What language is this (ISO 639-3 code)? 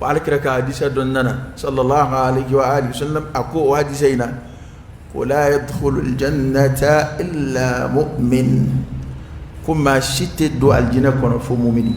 dyu